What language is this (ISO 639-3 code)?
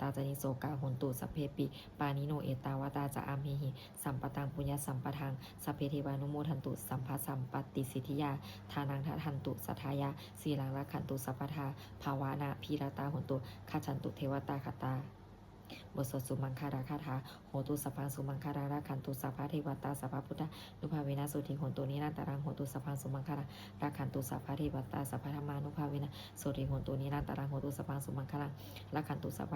pli